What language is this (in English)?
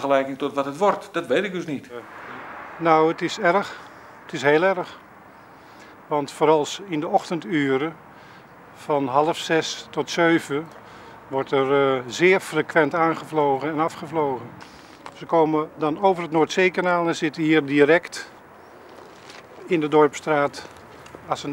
Dutch